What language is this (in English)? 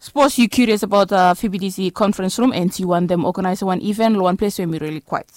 Bislama